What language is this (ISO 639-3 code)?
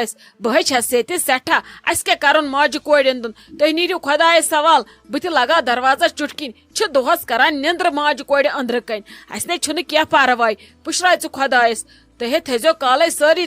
kas